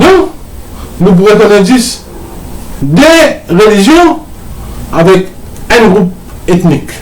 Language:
Morisyen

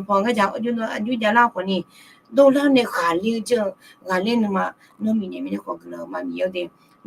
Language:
Akha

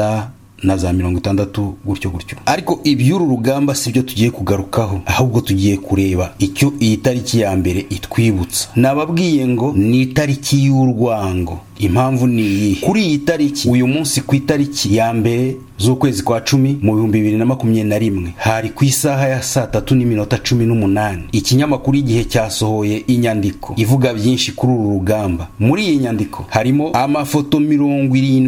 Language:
Kinyarwanda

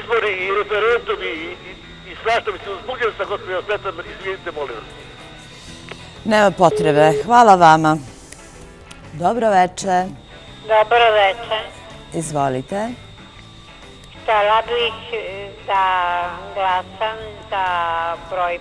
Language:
Serbian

